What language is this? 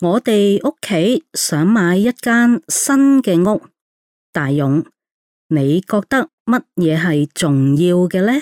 Cantonese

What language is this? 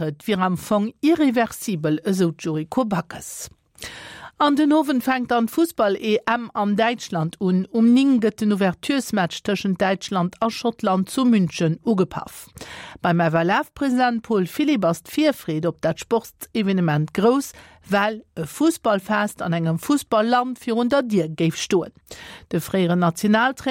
Luxembourgish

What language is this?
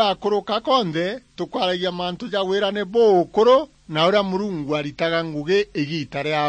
Meru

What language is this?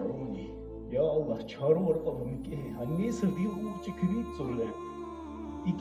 Dargwa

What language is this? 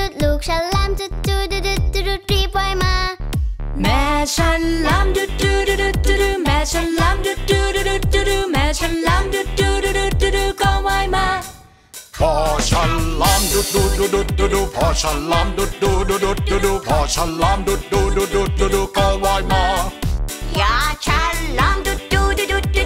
Thai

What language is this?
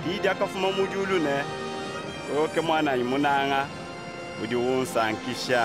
Luba-Lulua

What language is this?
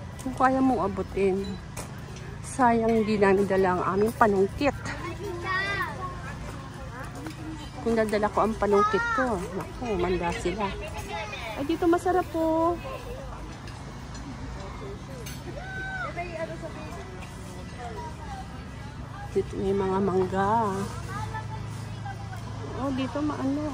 Filipino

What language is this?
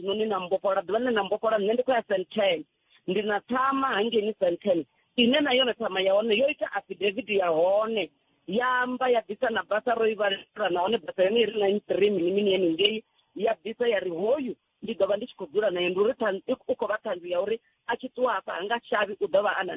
Venda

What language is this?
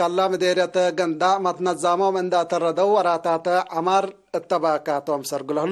Tigre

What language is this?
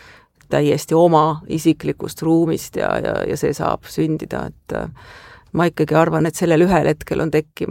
Estonian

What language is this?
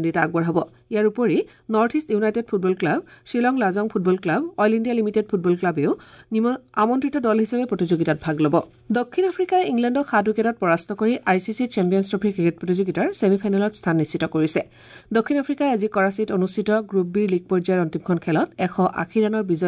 Assamese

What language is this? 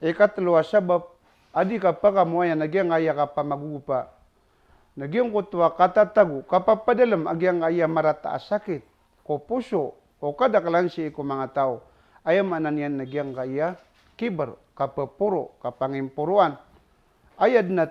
Maranao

